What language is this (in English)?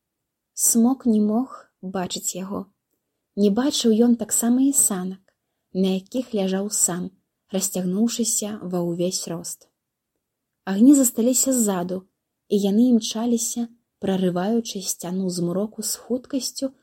Belarusian